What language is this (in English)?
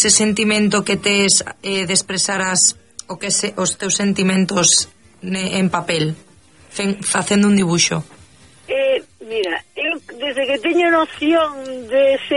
Galician